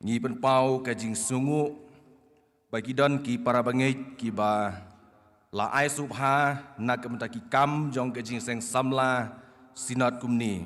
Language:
Khasi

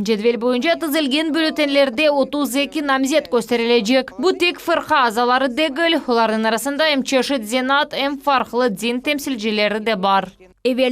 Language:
Crimean Tatar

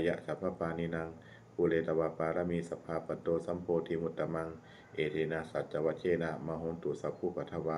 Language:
Pali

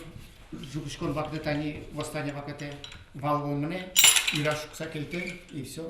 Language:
Udmurt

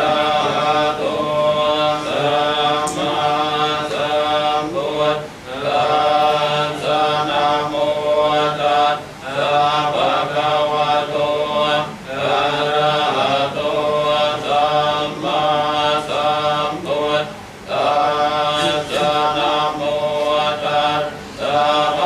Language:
Pali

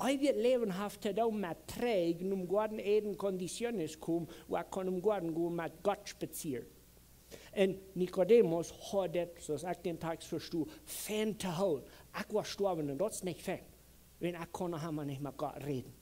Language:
Plautdietsch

